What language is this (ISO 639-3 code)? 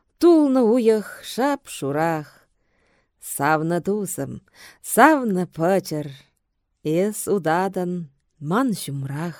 chv